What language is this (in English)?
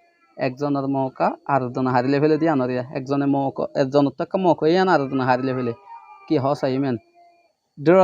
Rohingya